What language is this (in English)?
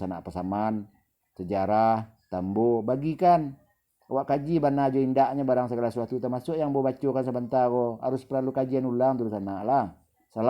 Minangkabau